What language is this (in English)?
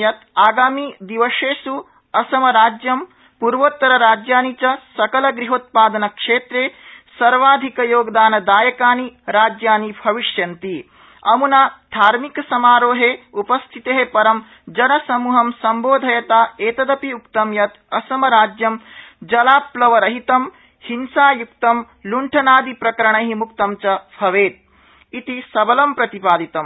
Sanskrit